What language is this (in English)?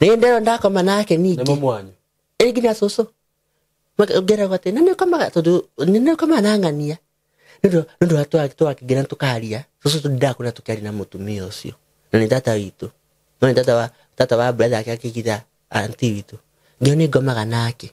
Kikuyu